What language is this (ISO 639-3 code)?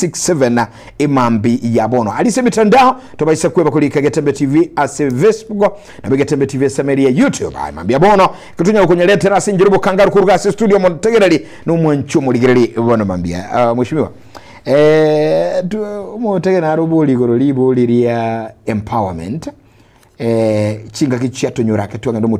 guz